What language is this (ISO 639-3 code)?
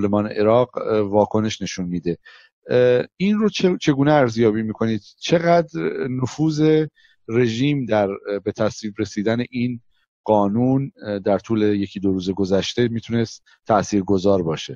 fas